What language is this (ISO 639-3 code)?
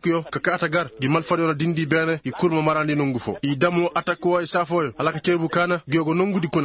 ses